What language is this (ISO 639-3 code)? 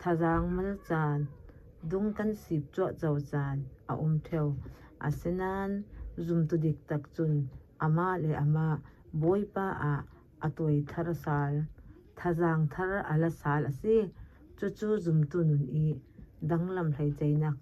cfm